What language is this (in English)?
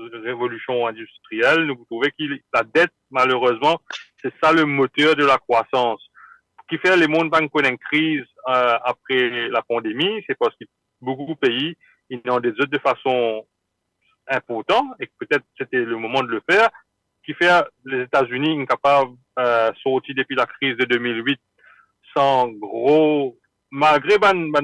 Morisyen